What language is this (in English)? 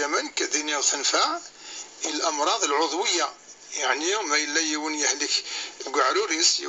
Kabyle